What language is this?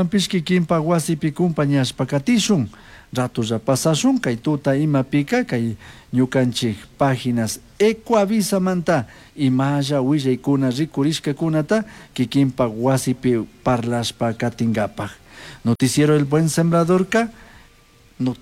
Chimborazo Highland Quichua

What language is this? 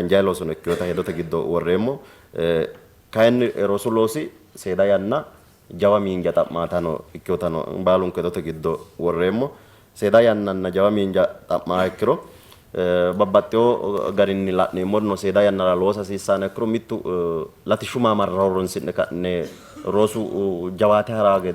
Sidamo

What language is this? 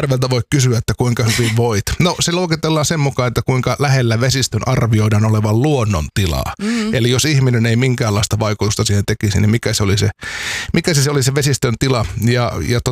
Finnish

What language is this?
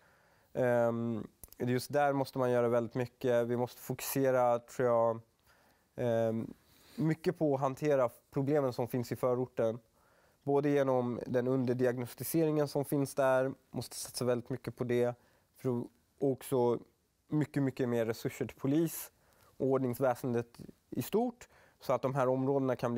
Swedish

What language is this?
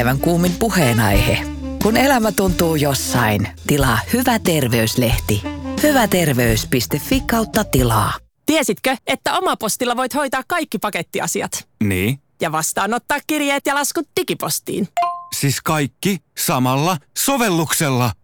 Finnish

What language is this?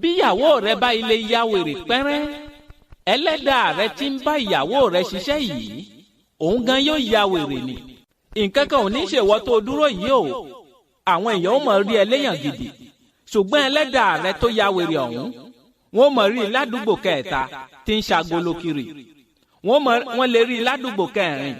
Yoruba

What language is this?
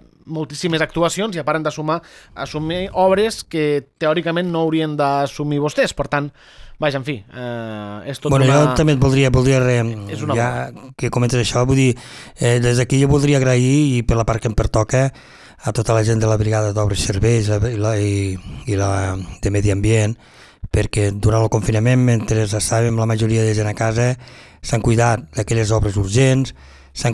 Catalan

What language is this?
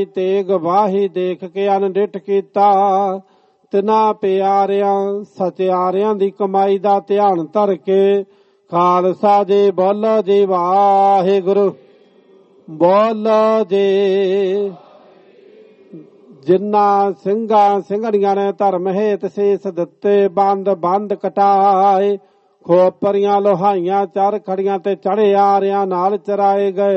Punjabi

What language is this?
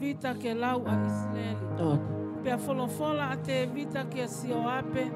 Tongan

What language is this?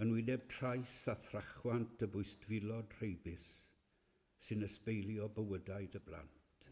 Welsh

